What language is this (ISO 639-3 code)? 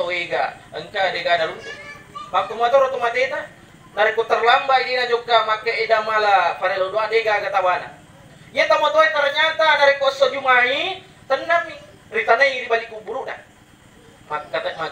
bug